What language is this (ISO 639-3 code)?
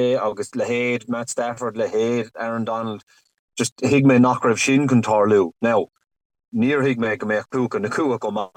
gle